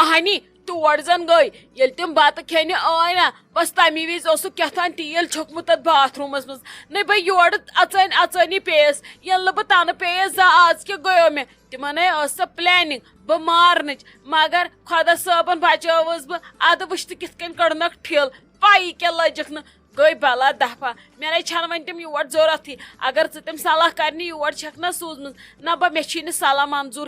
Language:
Kashmiri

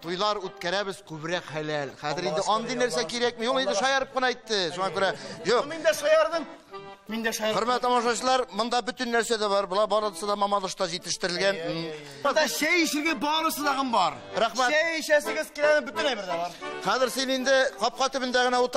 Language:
Tatar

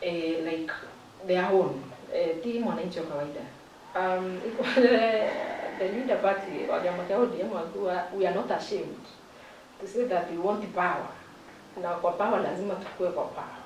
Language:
Meru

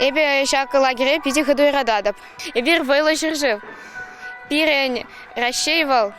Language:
Chuvash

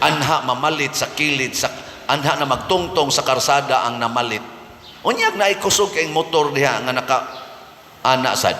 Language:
Cebuano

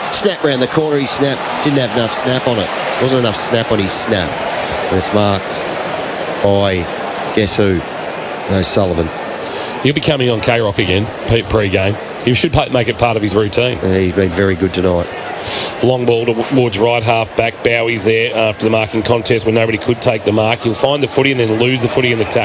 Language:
English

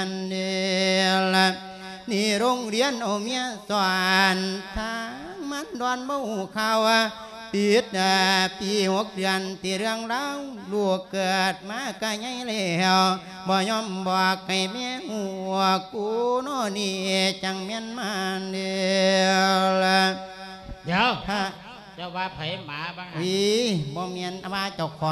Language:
Lao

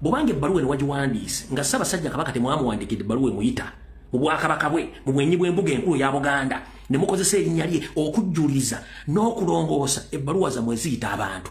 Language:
Ganda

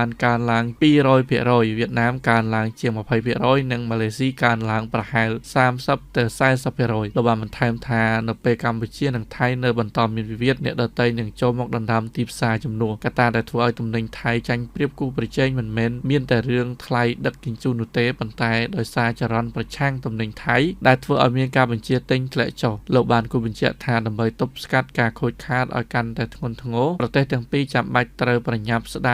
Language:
Khmer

